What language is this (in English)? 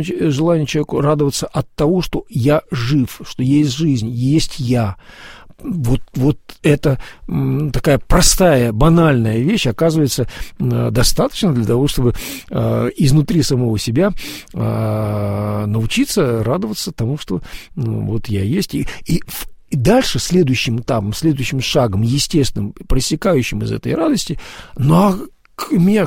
Russian